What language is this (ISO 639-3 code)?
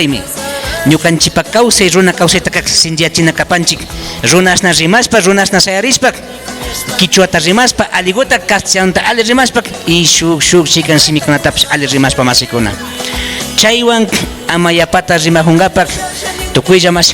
qvi